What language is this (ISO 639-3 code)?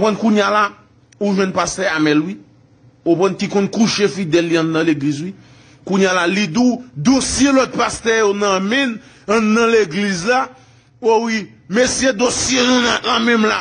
hat